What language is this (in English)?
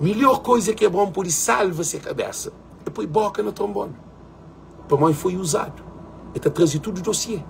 Kabuverdianu